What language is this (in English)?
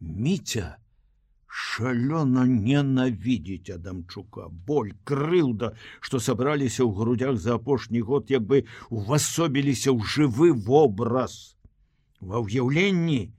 Belarusian